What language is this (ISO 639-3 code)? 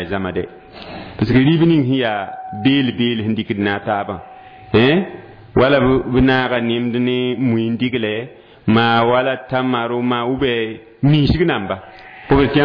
mos